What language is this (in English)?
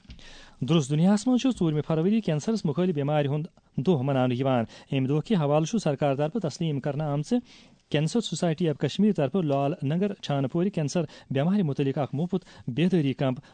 Kashmiri